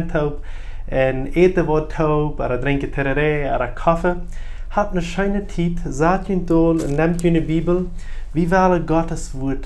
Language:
Plautdietsch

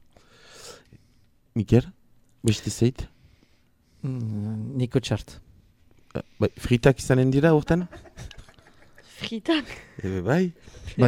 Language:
Basque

